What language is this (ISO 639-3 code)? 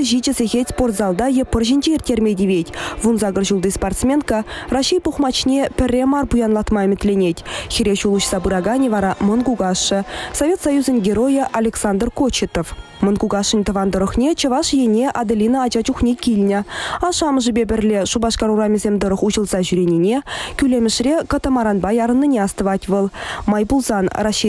chv